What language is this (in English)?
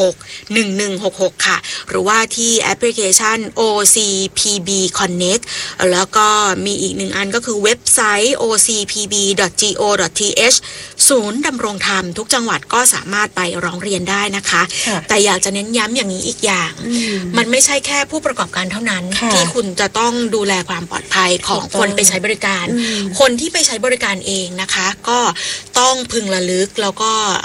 Thai